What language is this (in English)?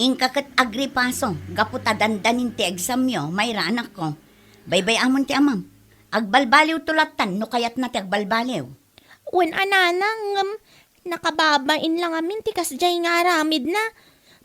Iloko